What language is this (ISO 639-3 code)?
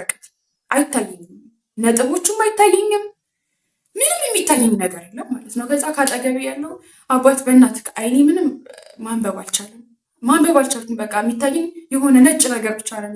amh